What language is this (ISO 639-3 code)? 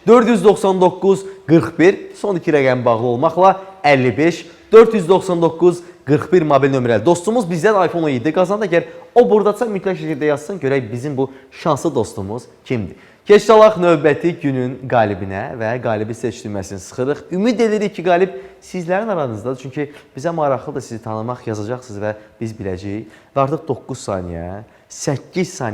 aze